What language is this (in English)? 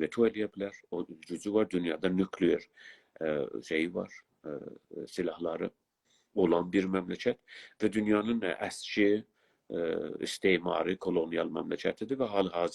South Azerbaijani